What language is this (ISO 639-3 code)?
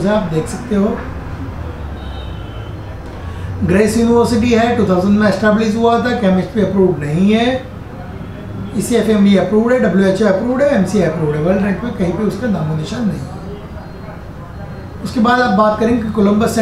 hin